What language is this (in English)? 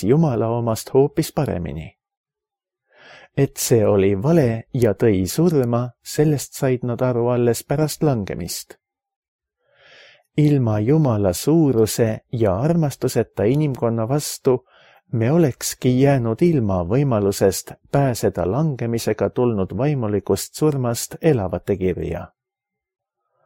Estonian